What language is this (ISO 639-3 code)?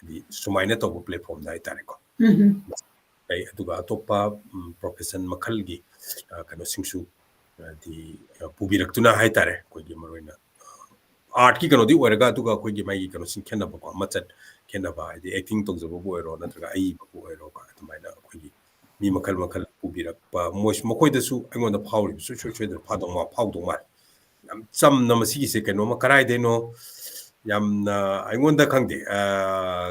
mni